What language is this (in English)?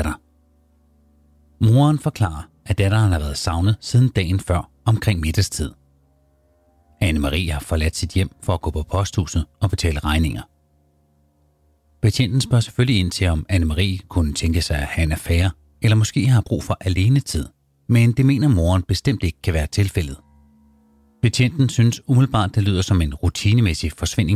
Danish